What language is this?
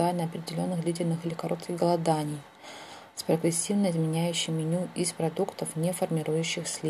Russian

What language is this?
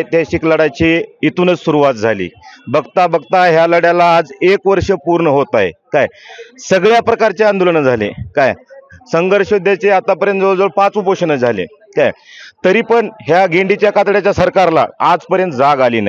Marathi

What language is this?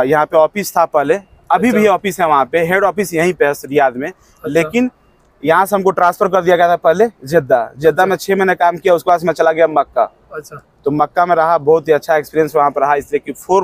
Hindi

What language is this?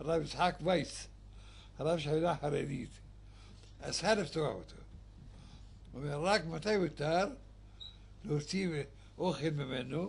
Hebrew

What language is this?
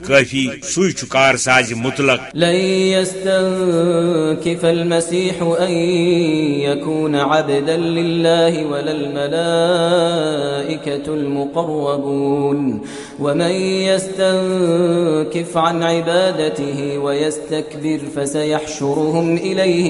Kashmiri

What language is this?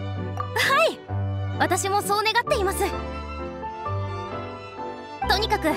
Japanese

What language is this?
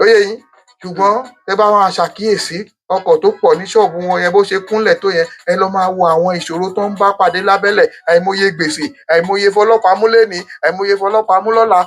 Yoruba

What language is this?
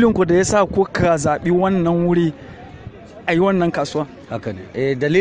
Hausa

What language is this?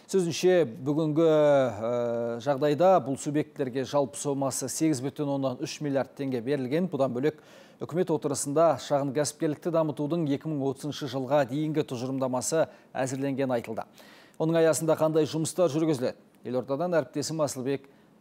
Kazakh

